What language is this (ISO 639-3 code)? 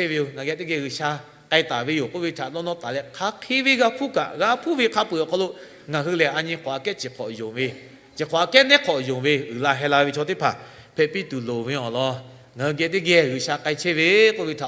lhu